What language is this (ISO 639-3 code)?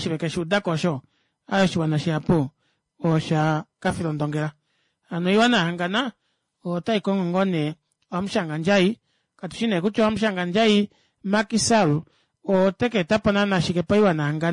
kua